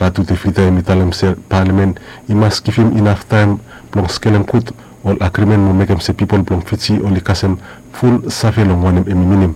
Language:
Bislama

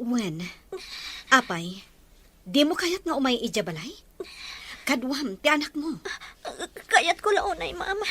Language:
Iloko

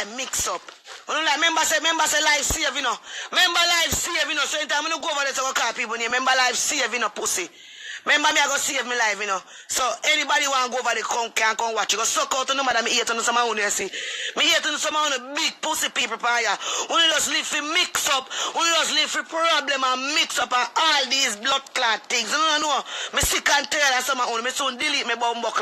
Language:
Jamaican Creole English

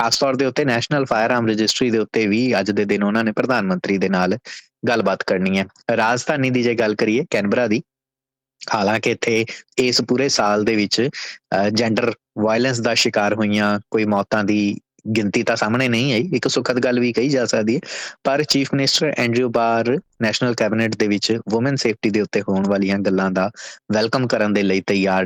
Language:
Punjabi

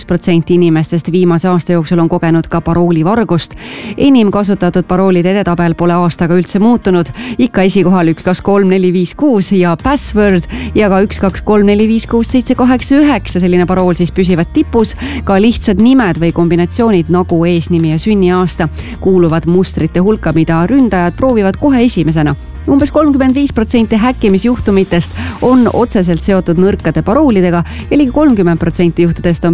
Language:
Estonian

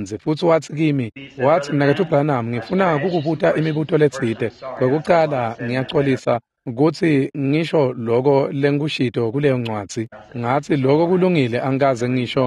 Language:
Swati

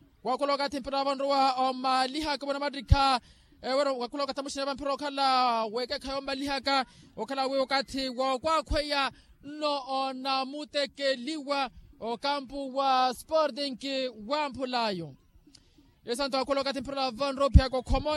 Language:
Makhuwa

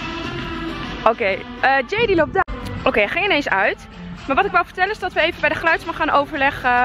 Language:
Dutch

